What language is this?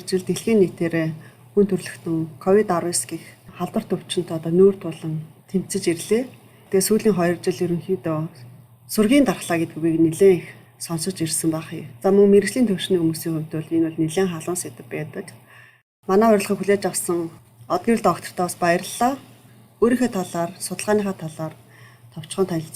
Mongolian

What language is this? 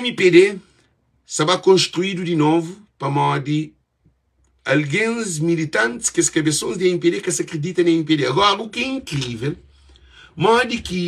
Kabuverdianu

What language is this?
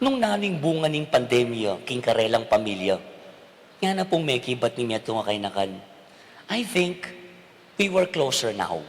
Pampanga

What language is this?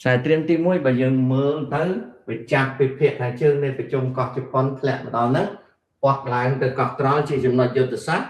Khmer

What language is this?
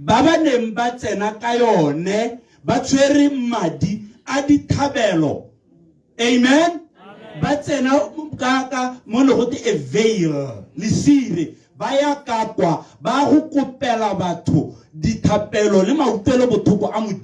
Tswana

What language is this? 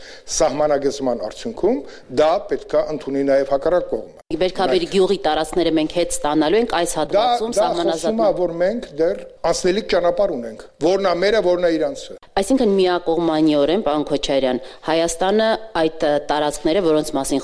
Armenian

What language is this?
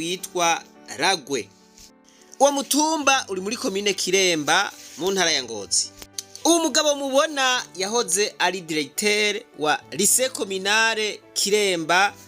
Rundi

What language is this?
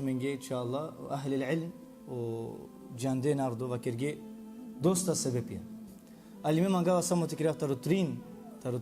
Balkan Romani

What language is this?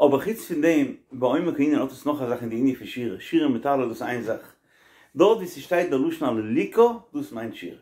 Yiddish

